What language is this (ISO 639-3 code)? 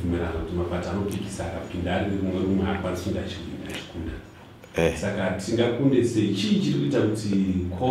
sna